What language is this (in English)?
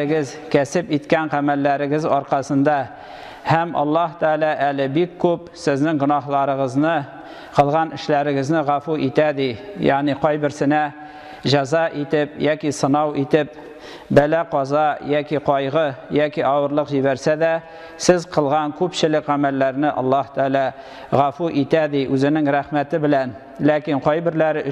Tatar